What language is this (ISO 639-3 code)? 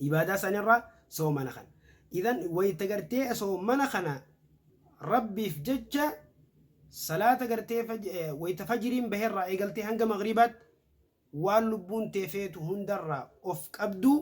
orm